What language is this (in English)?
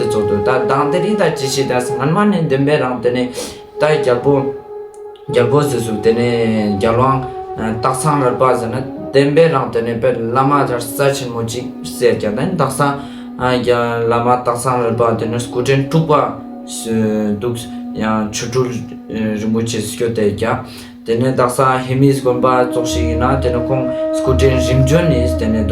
Ladakhi